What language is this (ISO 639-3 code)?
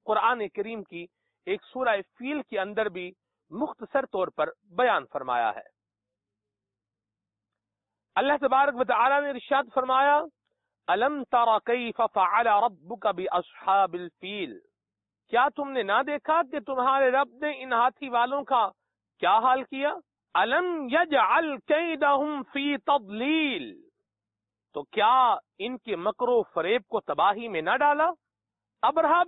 urd